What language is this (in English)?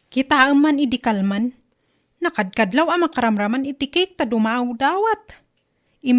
Iloko